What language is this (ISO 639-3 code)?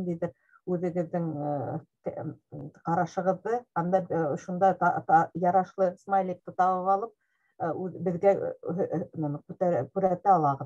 bak